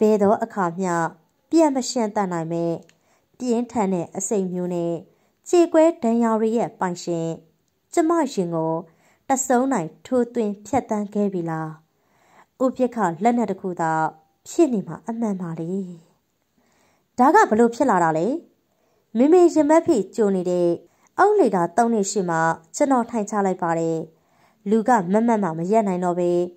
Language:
Burmese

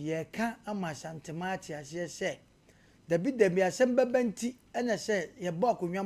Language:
Akan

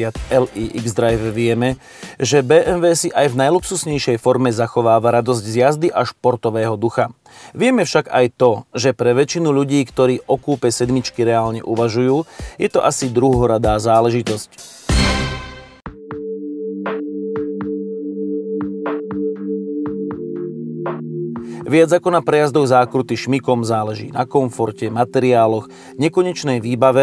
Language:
Slovak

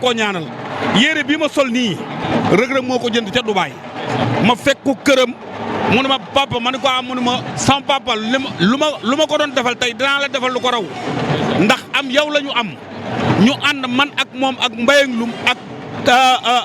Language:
Wolof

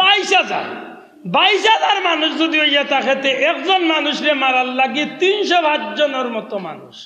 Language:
Sylheti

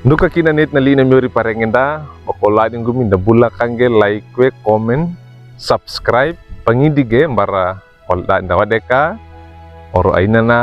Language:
Wejewa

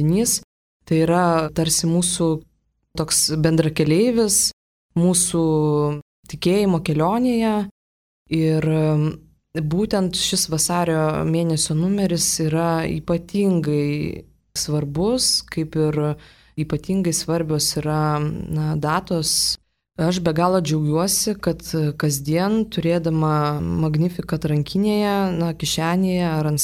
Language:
Lithuanian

